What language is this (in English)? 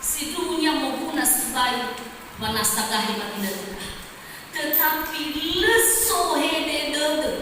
Nias